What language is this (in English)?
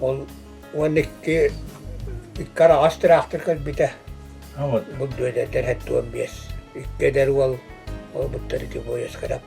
Yakut